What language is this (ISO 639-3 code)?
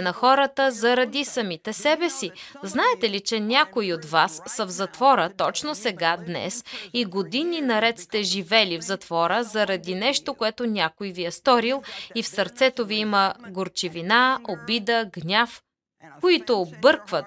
bul